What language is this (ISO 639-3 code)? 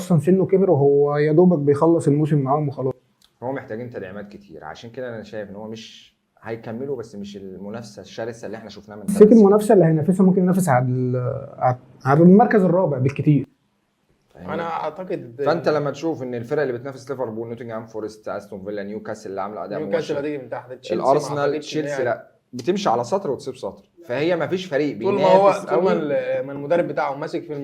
arz